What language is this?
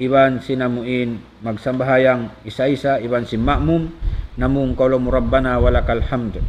Tausug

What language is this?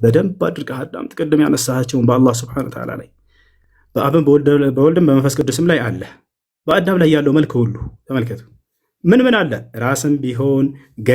Amharic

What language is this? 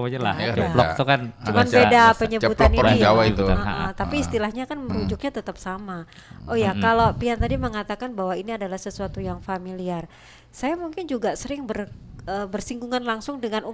Banjar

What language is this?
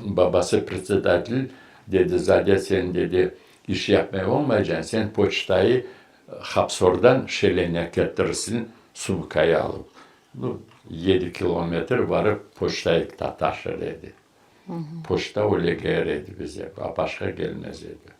Crimean Tatar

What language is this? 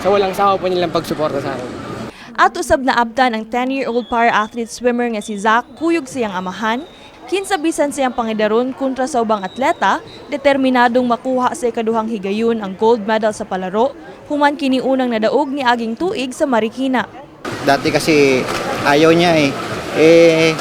Cebuano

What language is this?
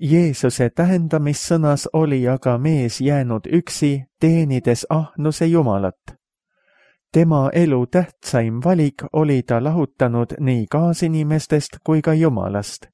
Estonian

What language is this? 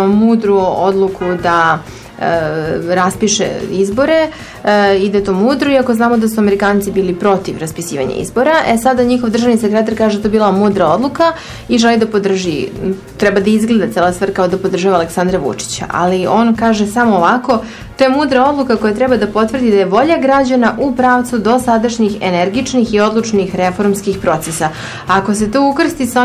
Serbian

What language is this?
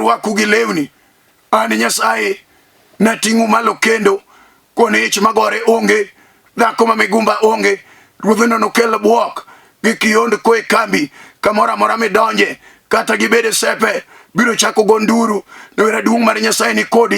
Luo (Kenya and Tanzania)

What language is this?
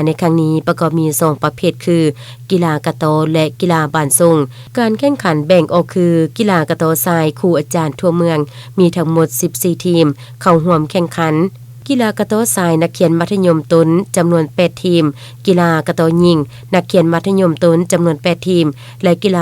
Lao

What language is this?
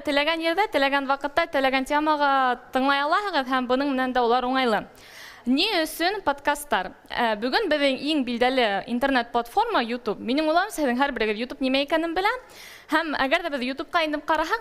Bashkir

